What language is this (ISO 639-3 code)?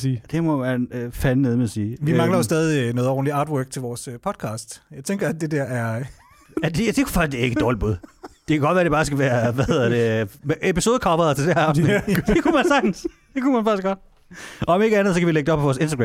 dan